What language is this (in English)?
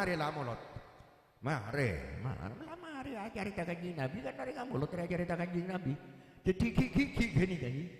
Madurese